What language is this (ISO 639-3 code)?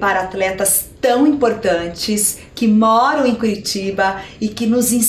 por